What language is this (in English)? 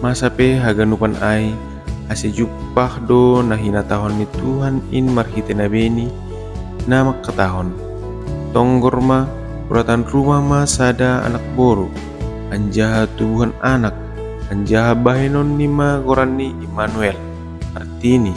Batak Simalungun